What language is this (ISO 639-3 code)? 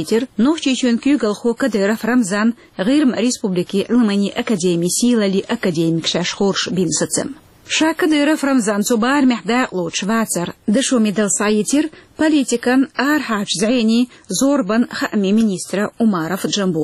che